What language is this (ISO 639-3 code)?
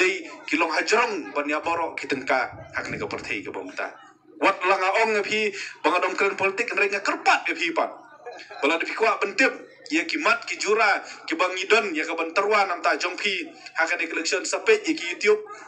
kha